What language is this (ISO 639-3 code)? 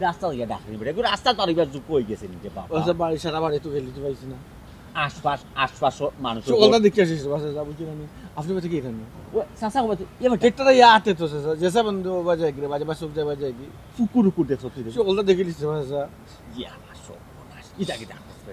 syl